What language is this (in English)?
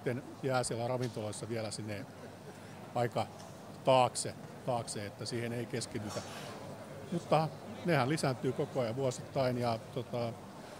Finnish